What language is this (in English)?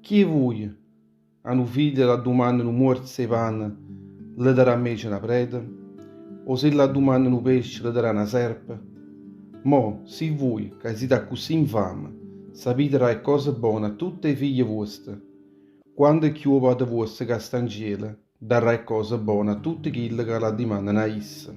Neapolitan